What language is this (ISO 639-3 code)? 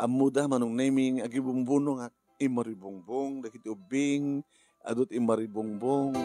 ilo